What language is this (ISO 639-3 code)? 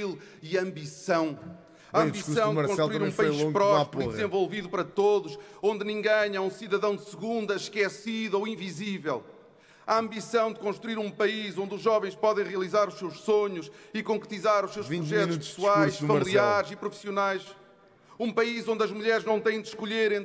por